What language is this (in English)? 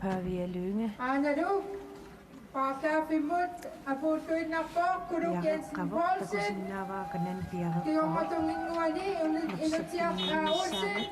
Kalaallisut